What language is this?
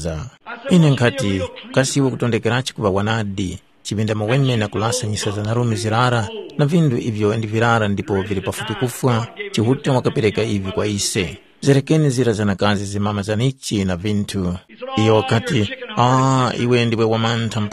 Tumbuka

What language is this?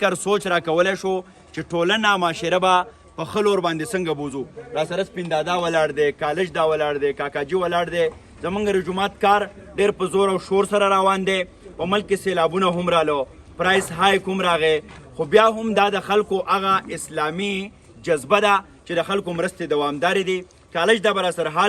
Pashto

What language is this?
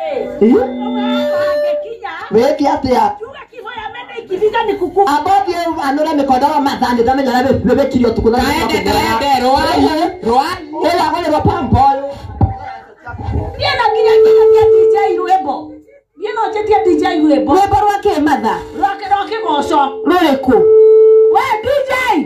Kikuyu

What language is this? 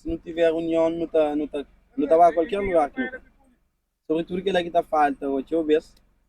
Kabuverdianu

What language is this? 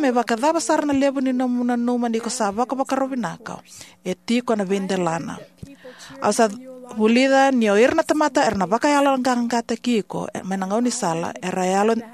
Fijian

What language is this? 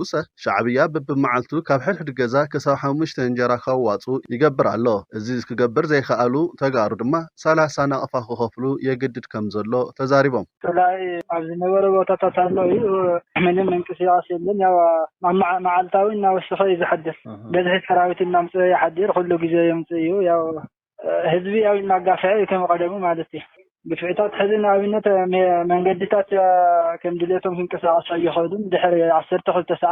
Tigrinya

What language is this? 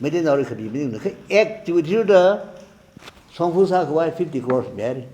Tangkhul Naga (India)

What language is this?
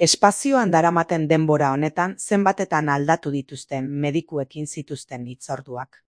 Basque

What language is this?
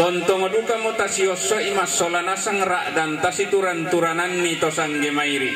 Toraja-Sa'dan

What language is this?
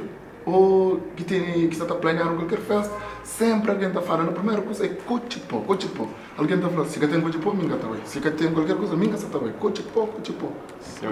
Kabuverdianu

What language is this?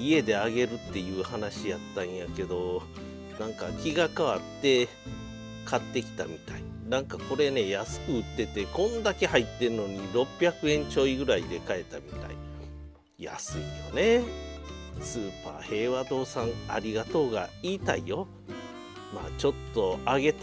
Japanese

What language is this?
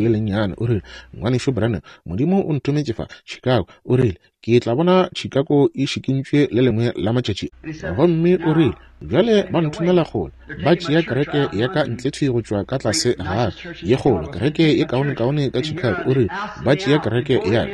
Northern Sotho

